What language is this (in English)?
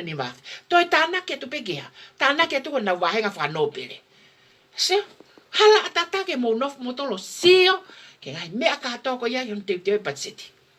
Tongan